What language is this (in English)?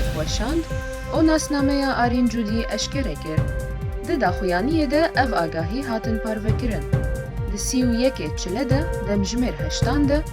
Kurdish